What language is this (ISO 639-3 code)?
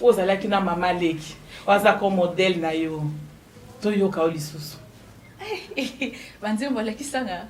lin